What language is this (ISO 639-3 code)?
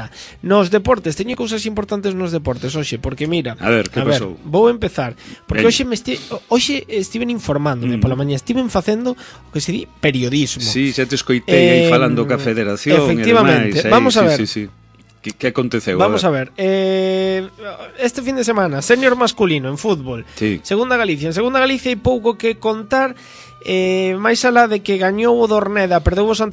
glg